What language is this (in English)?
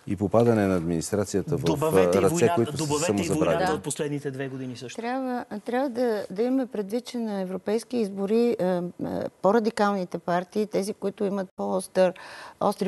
Bulgarian